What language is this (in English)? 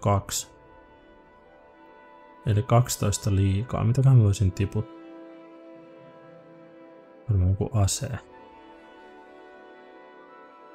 Finnish